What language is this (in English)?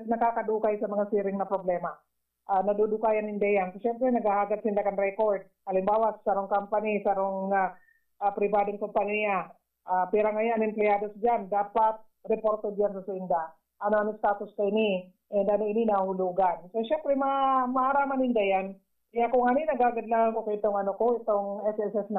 Bikol